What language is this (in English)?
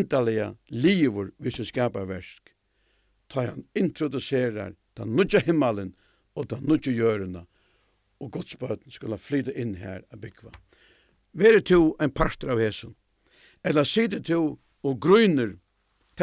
Faroese